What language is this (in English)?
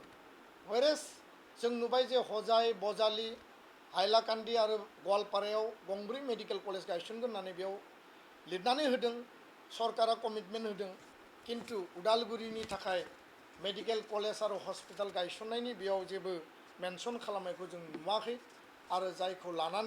Bodo